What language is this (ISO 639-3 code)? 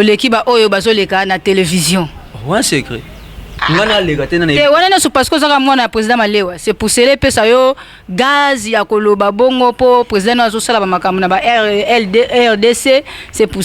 lin